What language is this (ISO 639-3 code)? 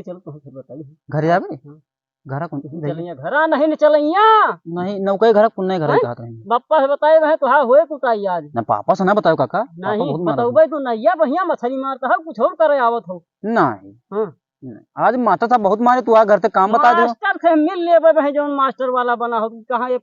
awa